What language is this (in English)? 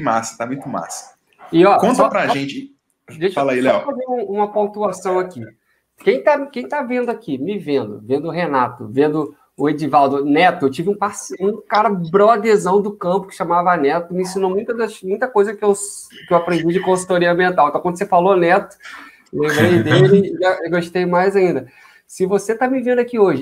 Portuguese